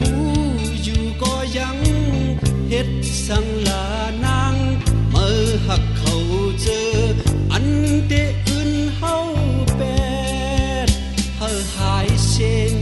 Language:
Shan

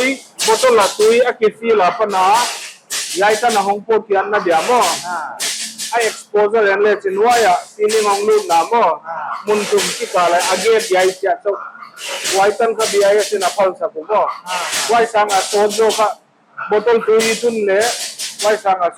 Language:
Paite Chin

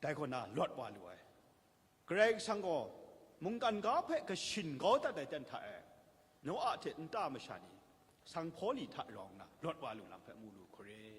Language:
Kachin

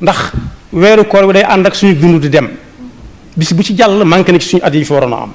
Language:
Wolof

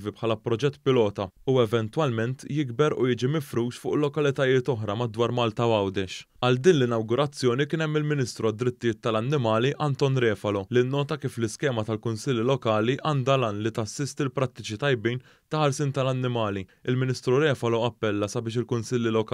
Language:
Maltese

